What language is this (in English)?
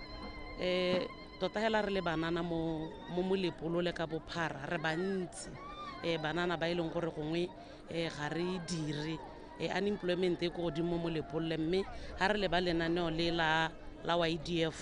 Tswana